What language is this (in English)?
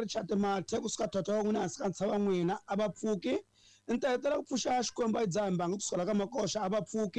Tsonga